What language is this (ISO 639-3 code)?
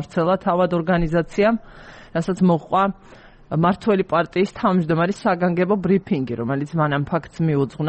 kat